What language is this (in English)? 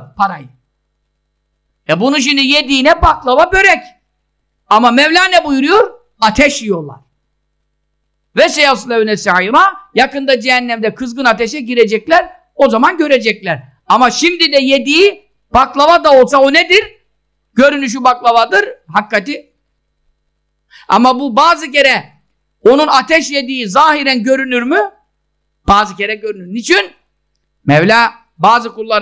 Turkish